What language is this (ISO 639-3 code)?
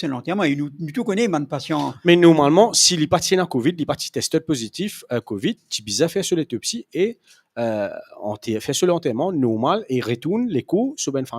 mfe